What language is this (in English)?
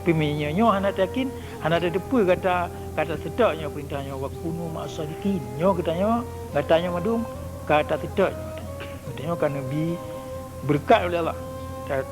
Achinese